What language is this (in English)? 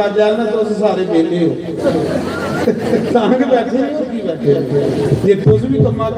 Dogri